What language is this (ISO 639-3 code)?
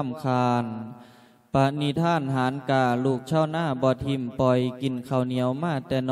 lao